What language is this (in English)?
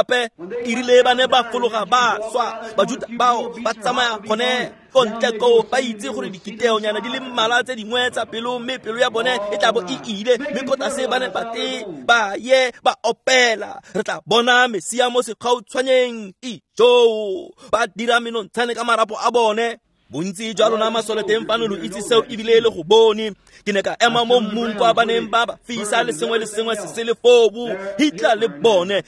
Tswana